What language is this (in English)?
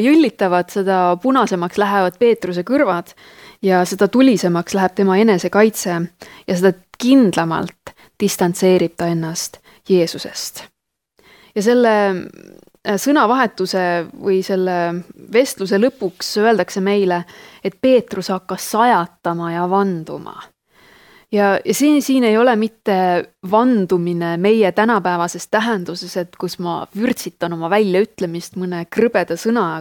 Estonian